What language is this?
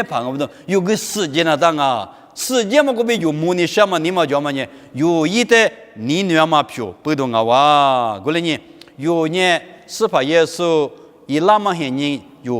Lisu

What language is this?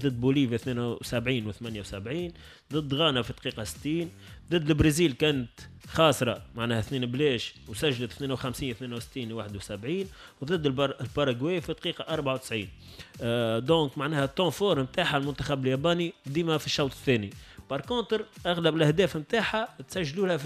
Tunisian Arabic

